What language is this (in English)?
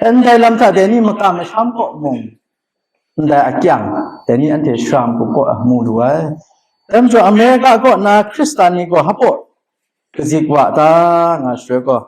Kachin